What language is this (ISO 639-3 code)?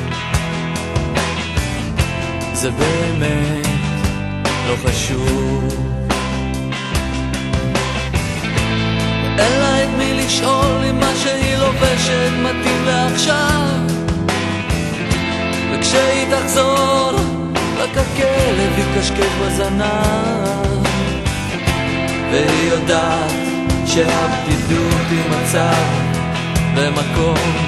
heb